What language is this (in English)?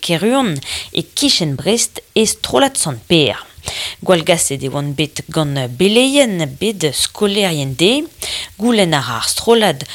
Breton